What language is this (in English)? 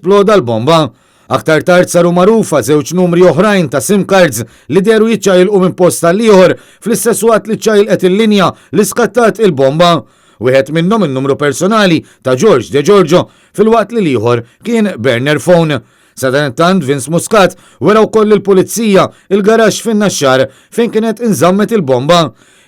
Maltese